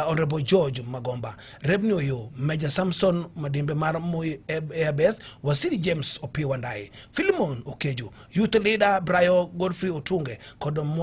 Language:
Luo (Kenya and Tanzania)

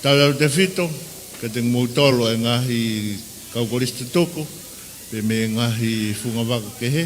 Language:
Tongan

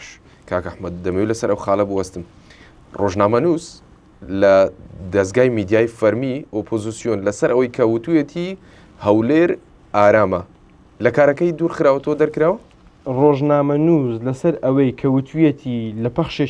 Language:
Central Kurdish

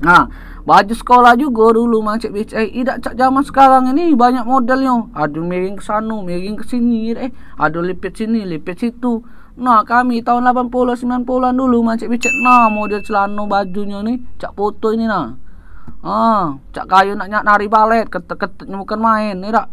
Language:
Musi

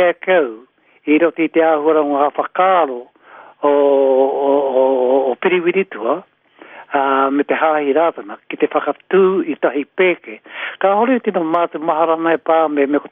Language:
Māori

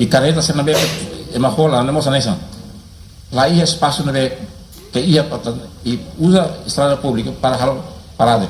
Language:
Tetum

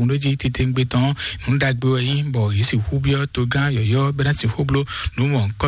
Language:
Fon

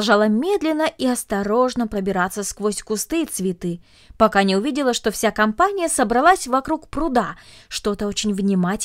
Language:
Russian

